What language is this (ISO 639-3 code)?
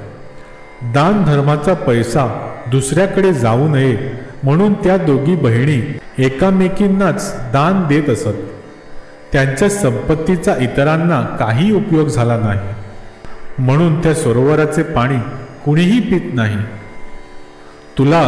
mar